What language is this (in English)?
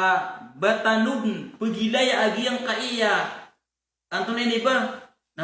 Maranao